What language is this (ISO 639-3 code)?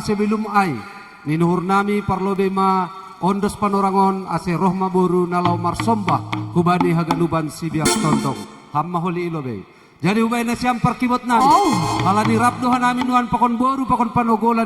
bts